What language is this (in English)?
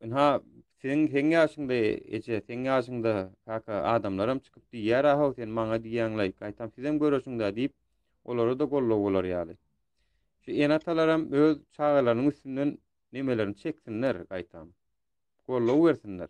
Turkmen